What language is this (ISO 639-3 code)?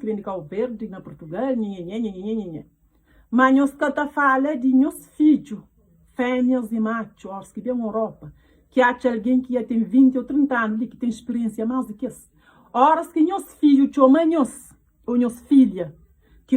kea